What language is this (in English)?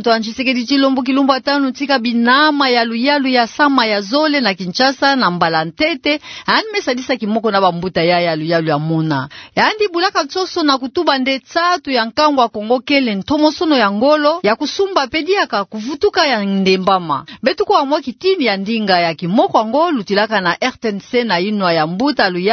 Kituba (Democratic Republic of Congo)